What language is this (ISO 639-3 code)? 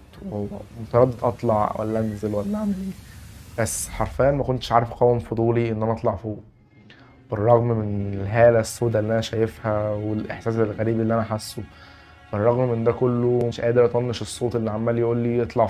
arz